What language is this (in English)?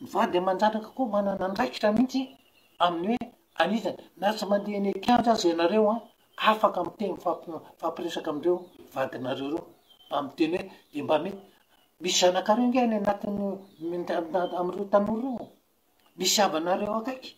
Malagasy